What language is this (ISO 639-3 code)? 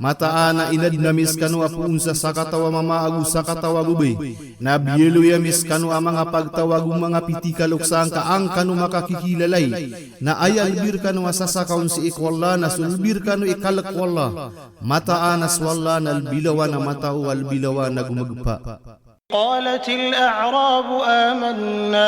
mrw